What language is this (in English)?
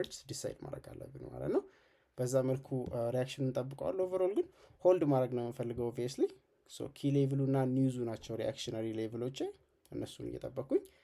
Amharic